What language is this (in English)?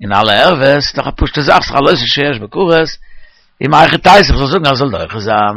Yiddish